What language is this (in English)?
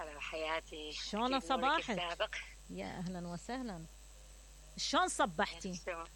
Mesopotamian Arabic